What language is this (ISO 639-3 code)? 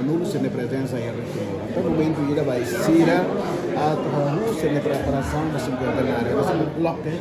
tet